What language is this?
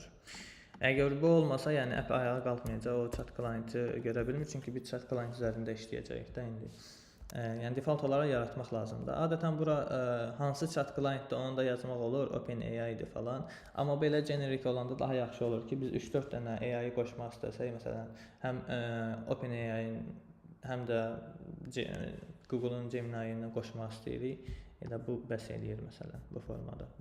Azerbaijani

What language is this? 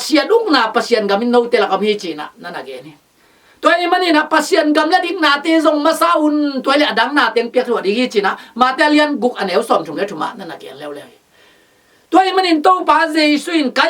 Tedim Chin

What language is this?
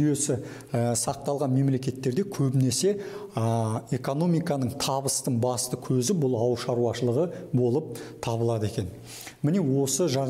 Kazakh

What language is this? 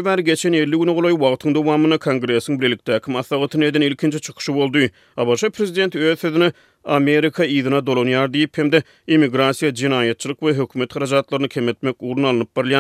Turkmen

